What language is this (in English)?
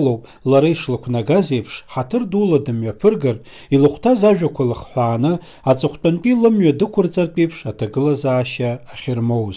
Abkhazian